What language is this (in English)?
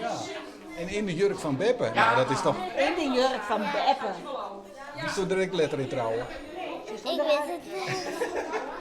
Western Frisian